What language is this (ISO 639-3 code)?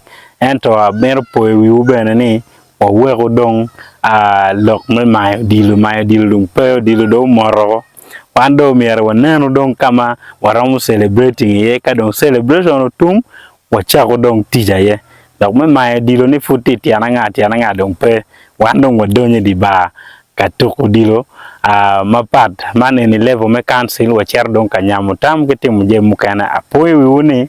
ach